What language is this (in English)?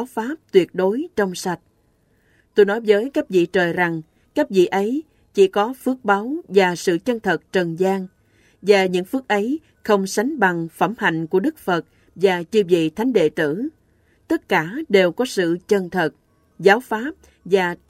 Vietnamese